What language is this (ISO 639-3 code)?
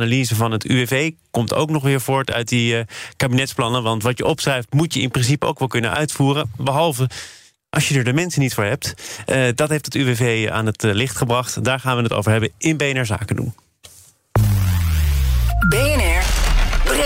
nld